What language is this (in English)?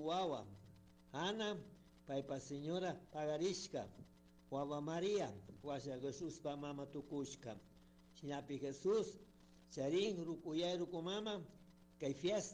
Chimborazo Highland Quichua